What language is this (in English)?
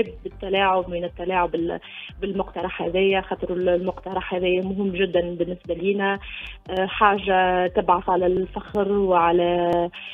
Tunisian Arabic